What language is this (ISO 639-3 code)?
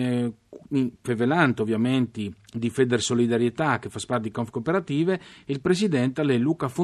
fur